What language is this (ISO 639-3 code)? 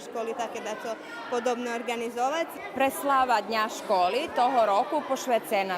rue